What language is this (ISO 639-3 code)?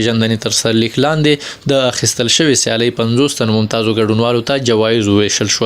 pus